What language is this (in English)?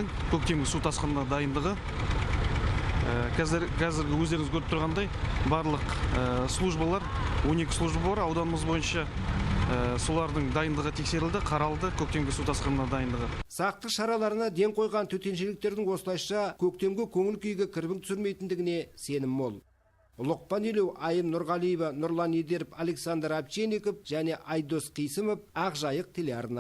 Kazakh